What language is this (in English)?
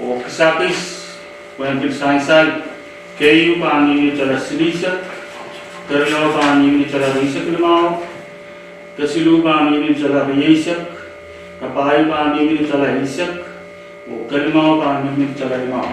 Pohnpeian